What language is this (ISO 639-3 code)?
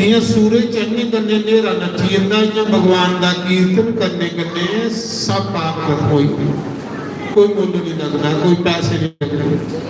doi